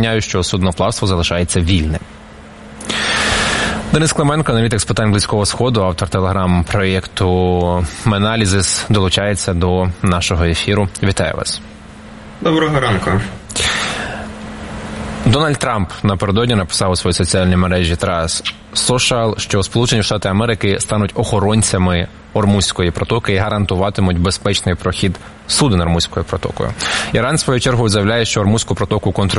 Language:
Ukrainian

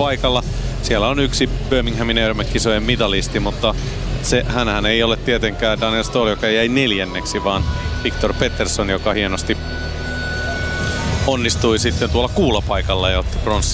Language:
Finnish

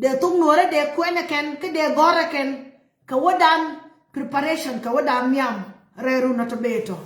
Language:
Nuer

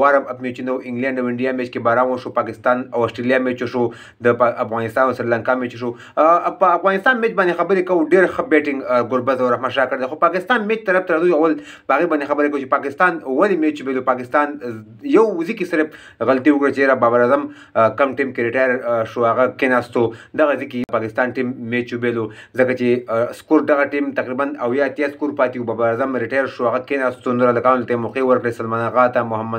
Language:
Pashto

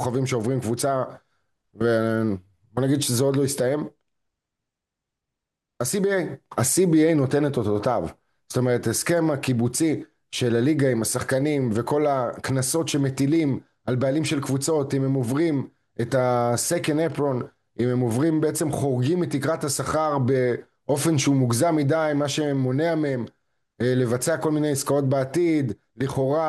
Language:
Hebrew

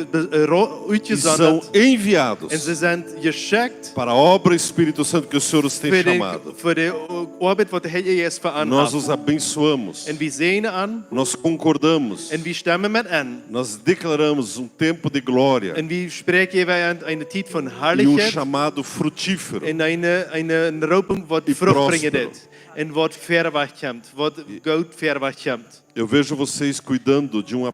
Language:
Plautdietsch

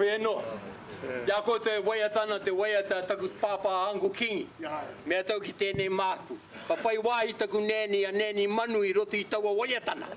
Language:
Māori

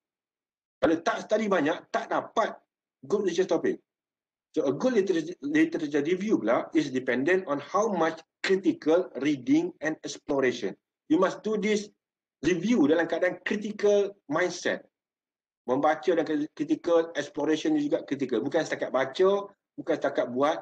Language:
Malay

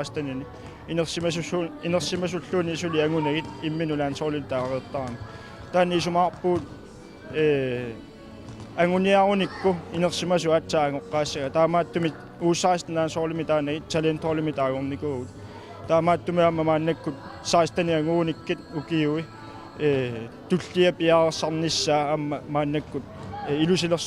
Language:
Kalaallisut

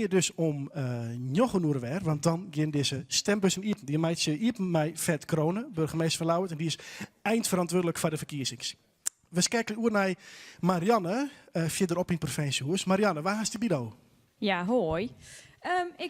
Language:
Western Frisian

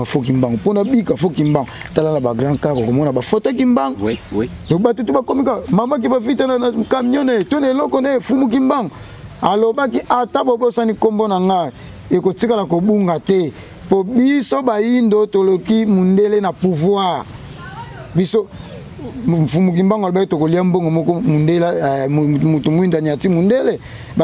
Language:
Lingala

